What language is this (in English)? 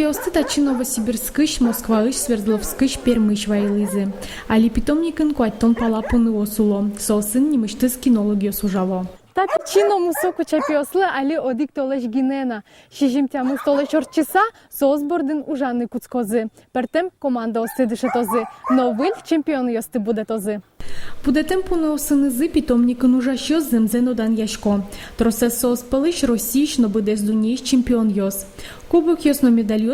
Udmurt